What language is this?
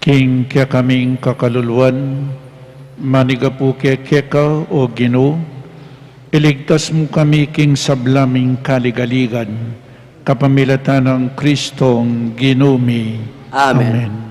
Pampanga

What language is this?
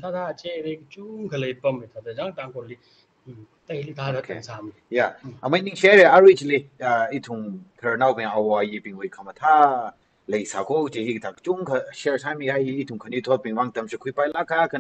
Tangkhul Naga (India)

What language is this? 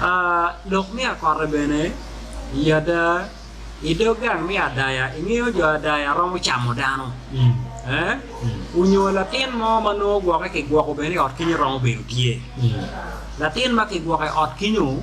Acoli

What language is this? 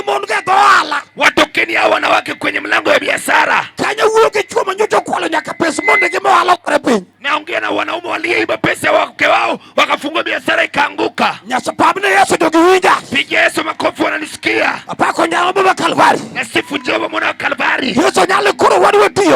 Luo (Kenya and Tanzania)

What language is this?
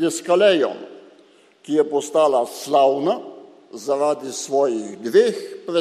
Slovenian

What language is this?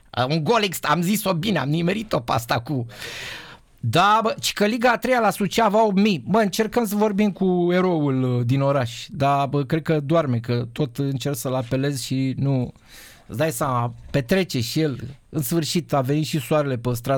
Romanian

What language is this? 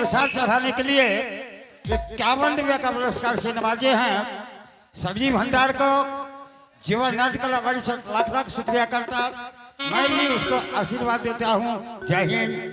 Angika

